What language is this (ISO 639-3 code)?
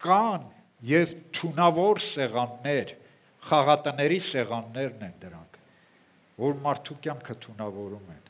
hye